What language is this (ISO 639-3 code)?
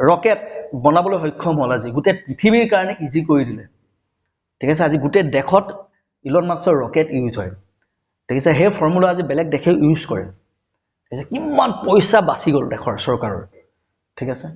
asm